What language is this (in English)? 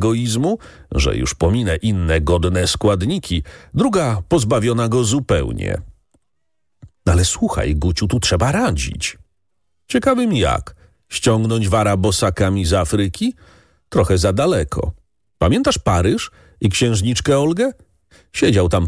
Polish